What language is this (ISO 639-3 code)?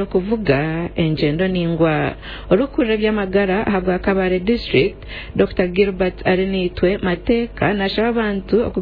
nyn